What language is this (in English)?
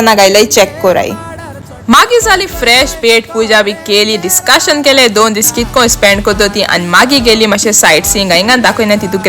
Konkani